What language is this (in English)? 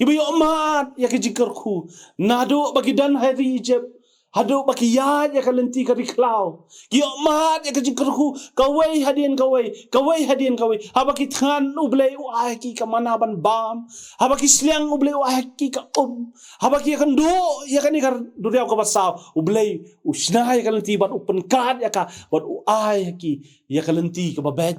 Khasi